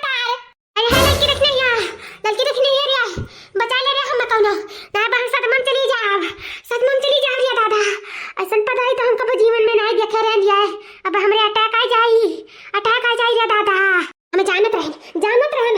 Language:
Awadhi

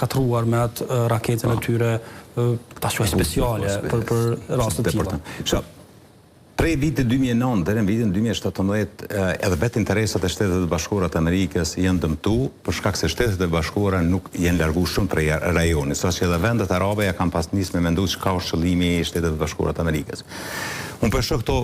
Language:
Albanian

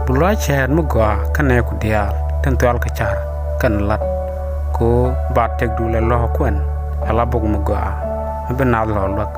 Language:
Nuer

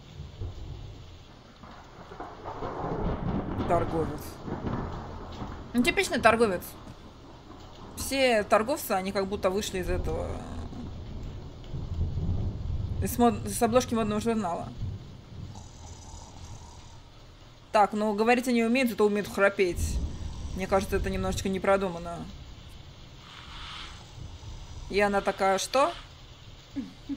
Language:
Russian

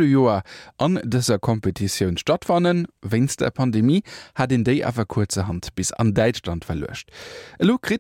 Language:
Luxembourgish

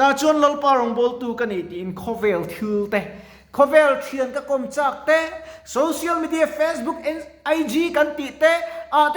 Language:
Mizo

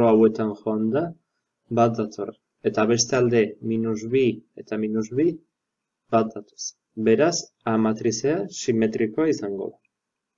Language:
Basque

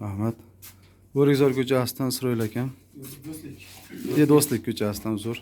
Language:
Uzbek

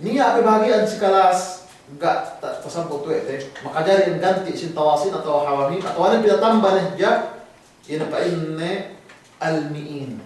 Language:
Yakan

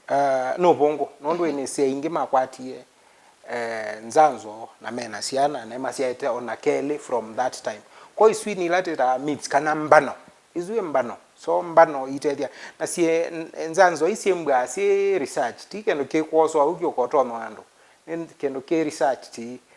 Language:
Kamba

